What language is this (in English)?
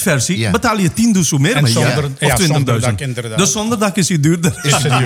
Dutch